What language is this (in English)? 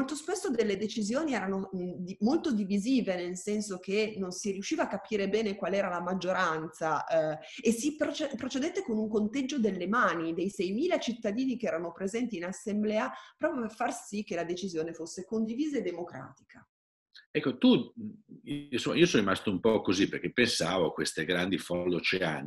Italian